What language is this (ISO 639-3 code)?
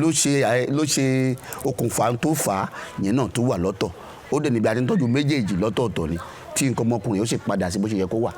yor